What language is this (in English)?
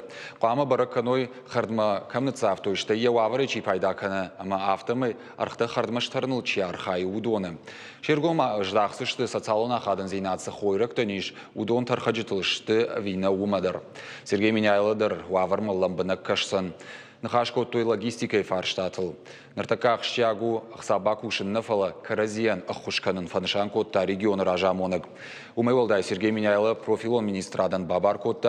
Ossetic